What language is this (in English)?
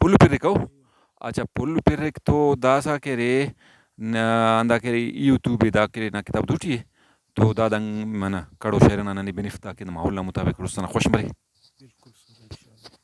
Brahui